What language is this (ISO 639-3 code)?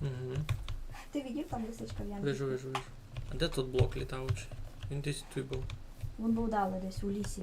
rue